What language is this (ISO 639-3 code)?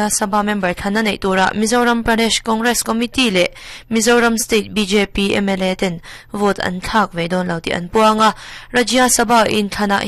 lus